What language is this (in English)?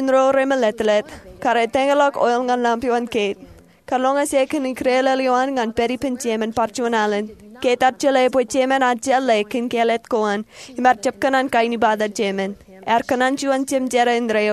Marshallese